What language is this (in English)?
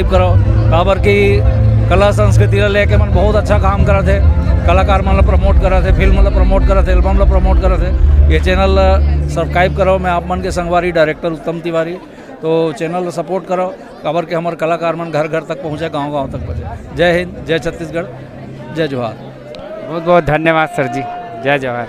Chhattisgarhi